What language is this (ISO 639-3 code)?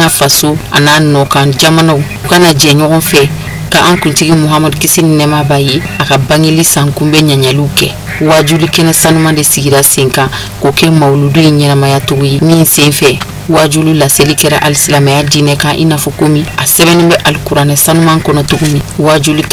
bam